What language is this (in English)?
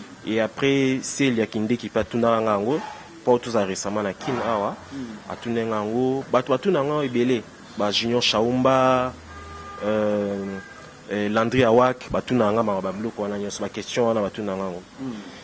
Lingala